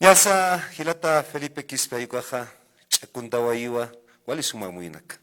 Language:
Aymara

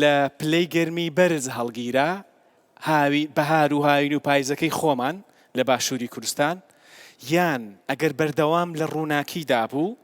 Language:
Central Kurdish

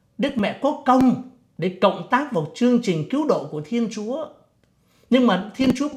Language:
Vietnamese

